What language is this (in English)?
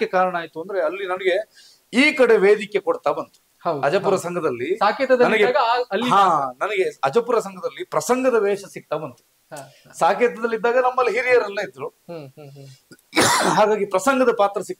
Kannada